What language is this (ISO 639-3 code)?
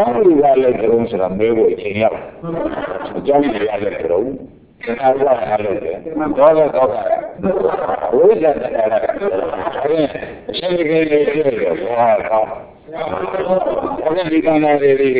mya